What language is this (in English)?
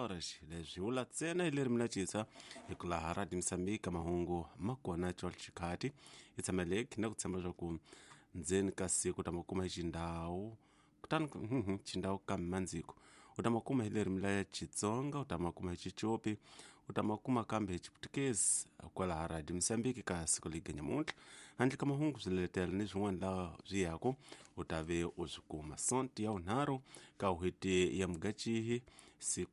Tsonga